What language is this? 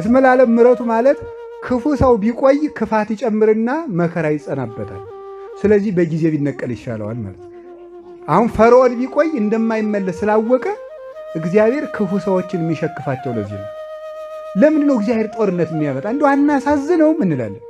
Amharic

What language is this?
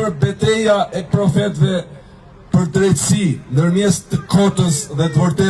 Albanian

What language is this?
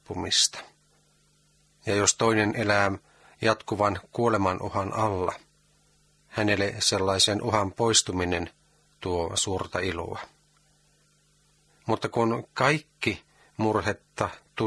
Finnish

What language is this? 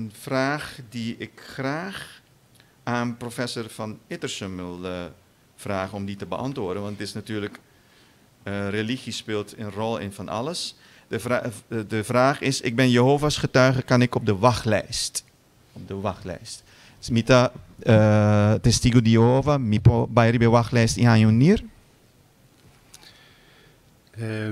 Dutch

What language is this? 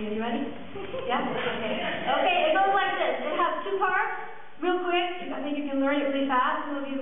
English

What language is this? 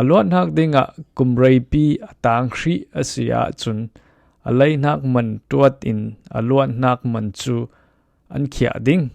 Falam Chin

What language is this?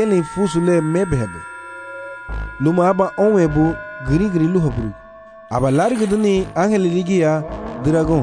Garifuna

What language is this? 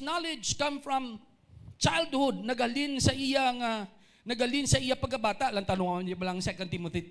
Hiligaynon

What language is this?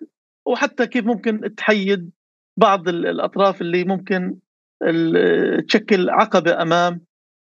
North Levantine Arabic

